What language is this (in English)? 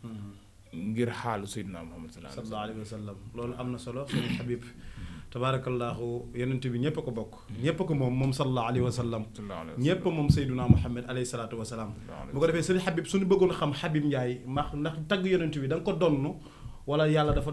Wolof